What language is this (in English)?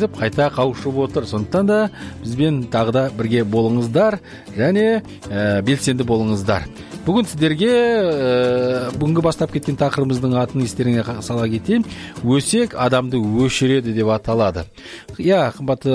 Kazakh